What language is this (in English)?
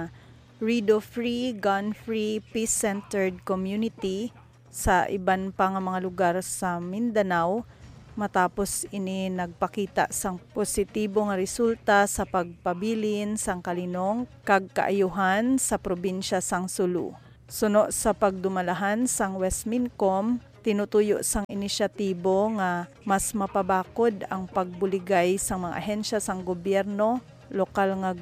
Hiligaynon